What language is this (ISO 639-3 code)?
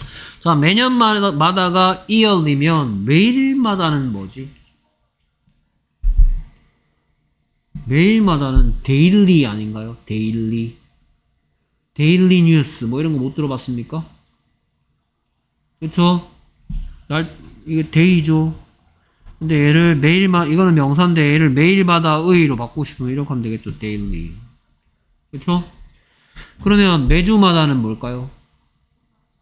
kor